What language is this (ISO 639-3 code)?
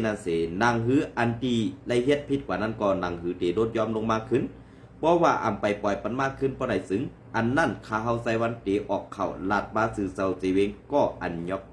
shn